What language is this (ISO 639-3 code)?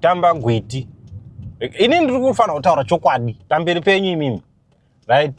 sna